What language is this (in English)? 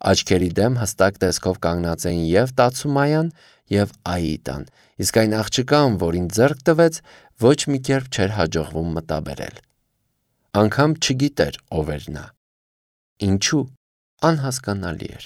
Armenian